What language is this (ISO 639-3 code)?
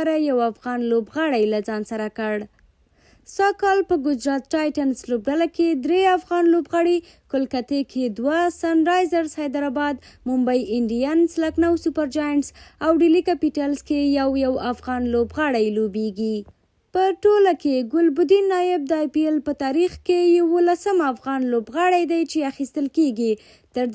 pus